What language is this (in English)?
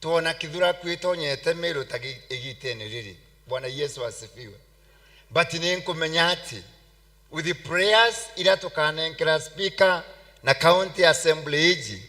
Meru